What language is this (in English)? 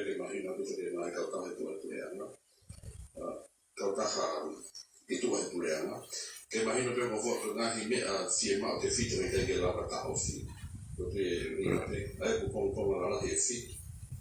Tongan